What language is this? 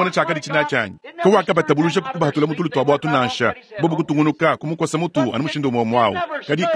Luba-Lulua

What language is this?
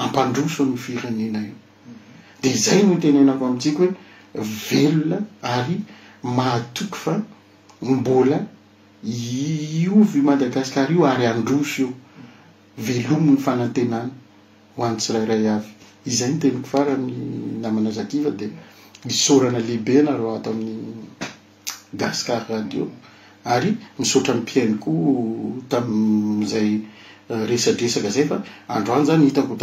Malagasy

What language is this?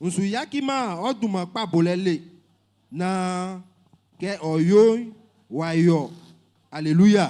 Baoulé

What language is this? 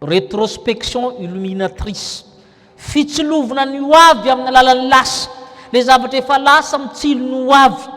Malagasy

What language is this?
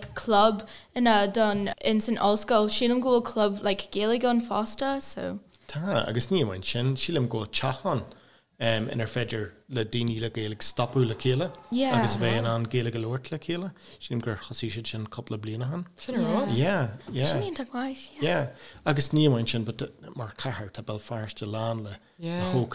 Irish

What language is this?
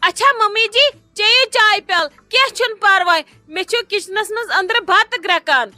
Kashmiri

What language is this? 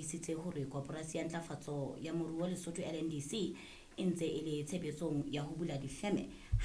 Southern Sotho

